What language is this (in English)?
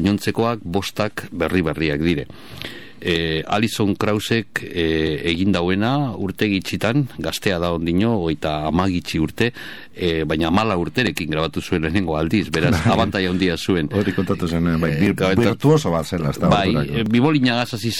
Basque